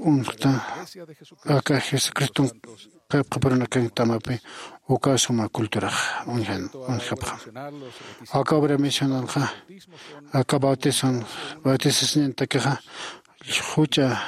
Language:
Aymara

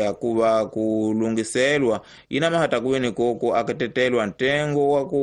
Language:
Tsonga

